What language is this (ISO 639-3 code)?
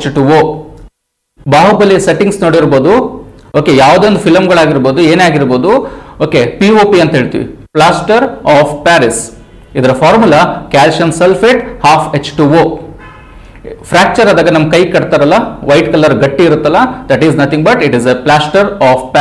kan